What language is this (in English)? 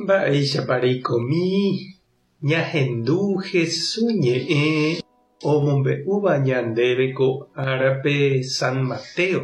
Guarani